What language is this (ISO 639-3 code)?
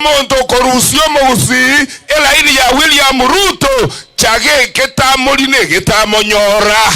guz